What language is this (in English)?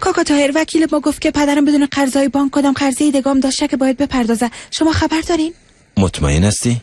Persian